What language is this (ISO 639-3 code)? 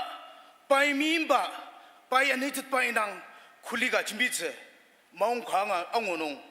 njo